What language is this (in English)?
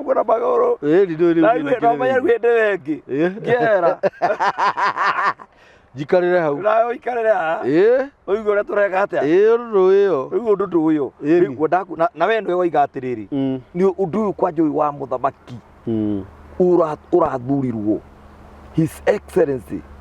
Kikuyu